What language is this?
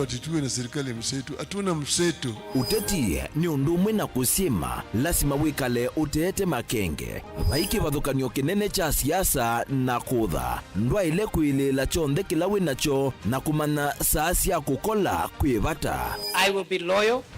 Kamba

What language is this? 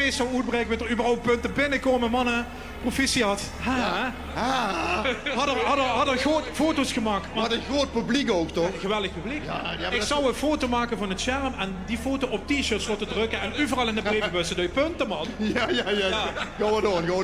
Limburgish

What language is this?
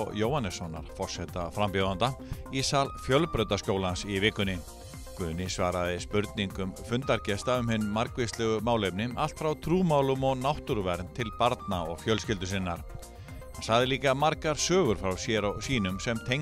Icelandic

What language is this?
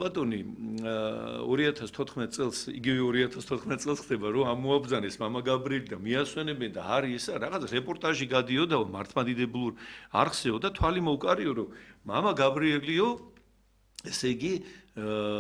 Georgian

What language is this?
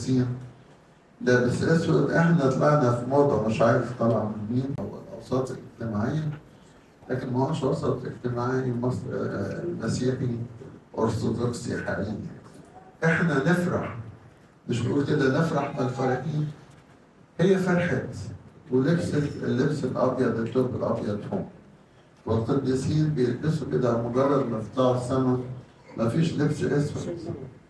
Egyptian Arabic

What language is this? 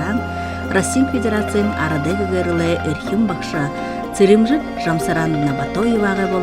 Buriat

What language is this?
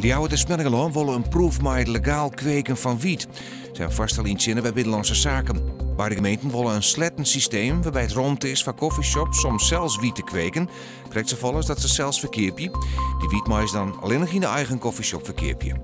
Western Frisian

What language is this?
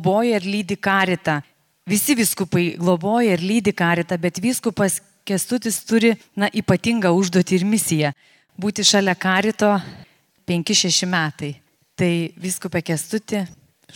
Lithuanian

